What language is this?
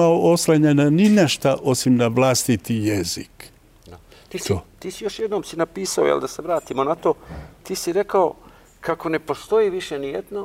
Bosnian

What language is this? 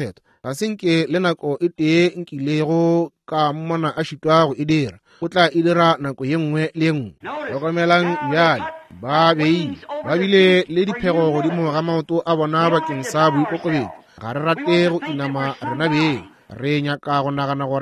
Northern Sotho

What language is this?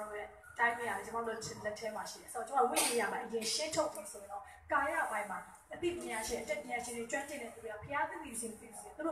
Burmese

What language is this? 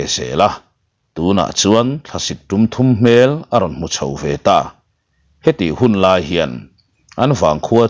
Mizo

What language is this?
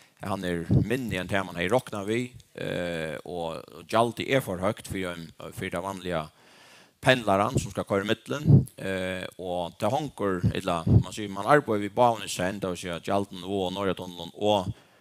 Faroese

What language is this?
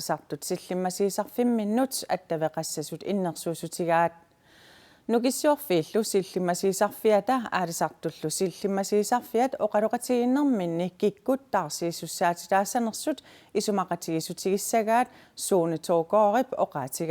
Kalaallisut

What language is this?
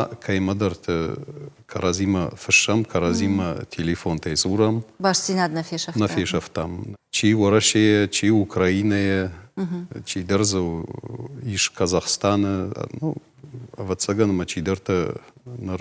Ossetic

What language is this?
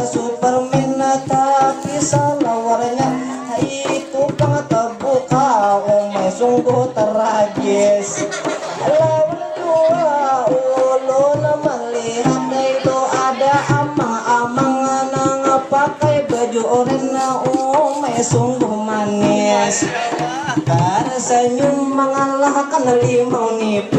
Banjar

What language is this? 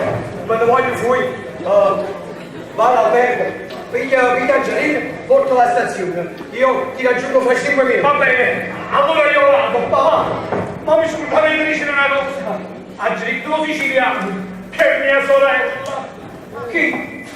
Neapolitan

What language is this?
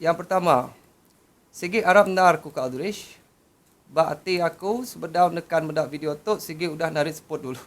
Iban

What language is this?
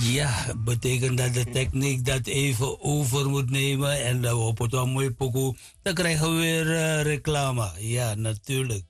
Sranan Tongo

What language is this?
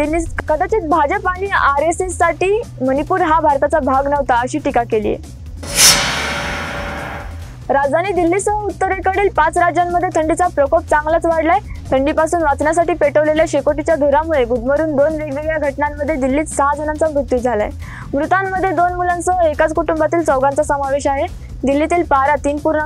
Marathi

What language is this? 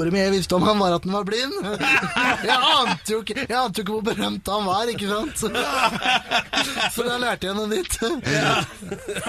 Norwegian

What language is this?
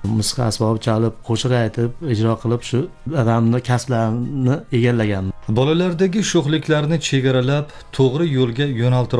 Uzbek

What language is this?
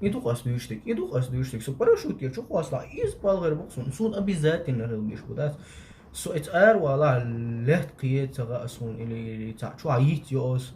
Chechen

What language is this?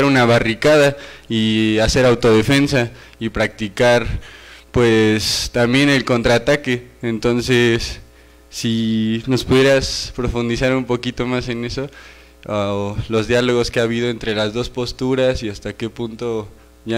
Spanish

